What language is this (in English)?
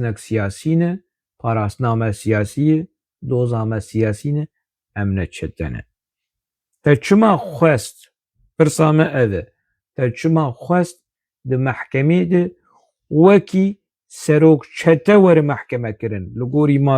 Kurdish